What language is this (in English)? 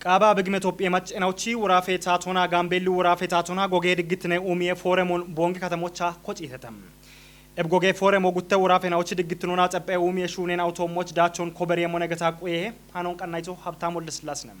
Kafa